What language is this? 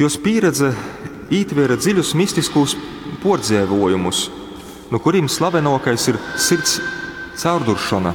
Latgalian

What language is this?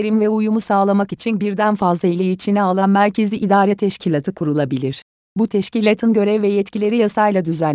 Turkish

